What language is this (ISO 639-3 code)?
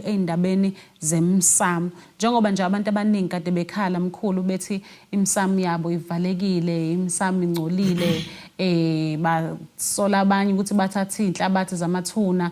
zul